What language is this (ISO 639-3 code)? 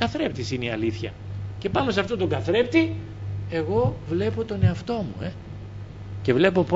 ell